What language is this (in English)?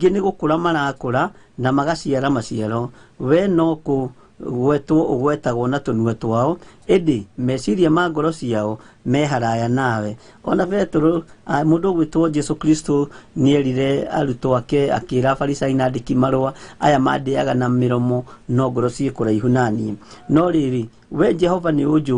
Kikuyu